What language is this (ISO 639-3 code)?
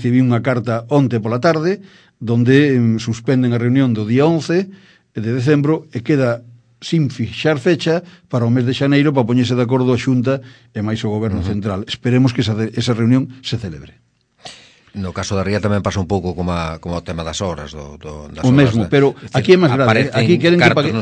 glg